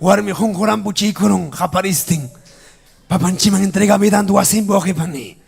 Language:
Ayacucho Quechua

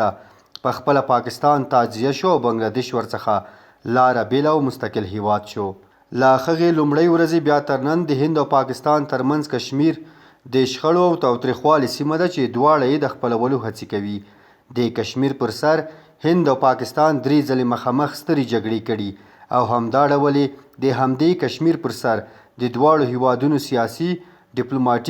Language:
Pashto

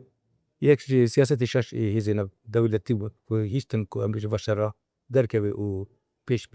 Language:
Kurdish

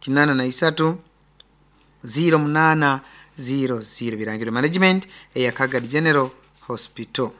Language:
Nyoro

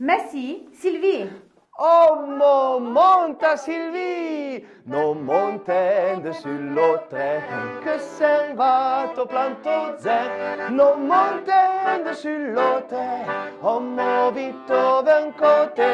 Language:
Arpitan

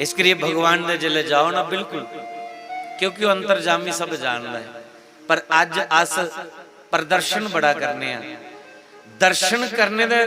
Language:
Dogri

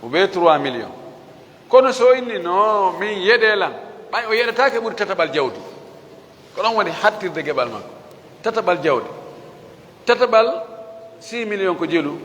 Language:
Fula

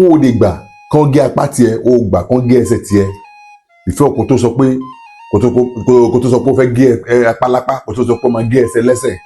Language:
Yoruba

